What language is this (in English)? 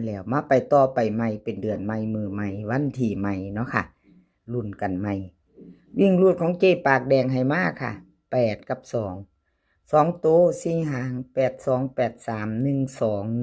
Northeastern Thai